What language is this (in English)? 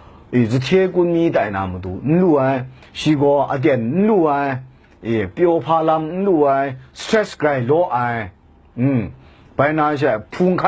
Kachin